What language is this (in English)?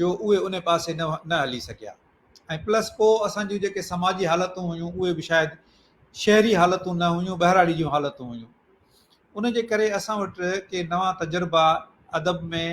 Sindhi